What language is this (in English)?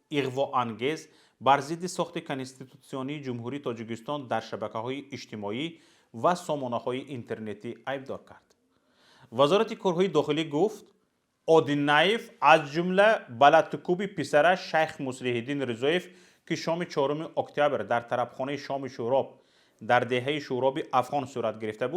Tajik